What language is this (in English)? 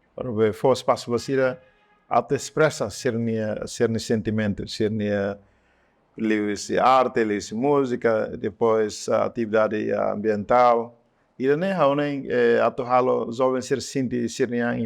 Tetum